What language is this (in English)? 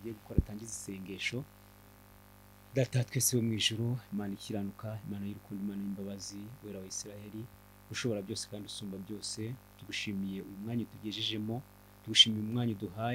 Kinyarwanda